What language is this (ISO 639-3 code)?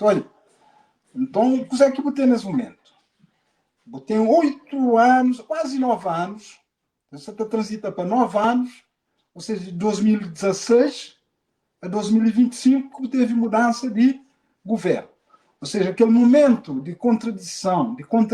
kea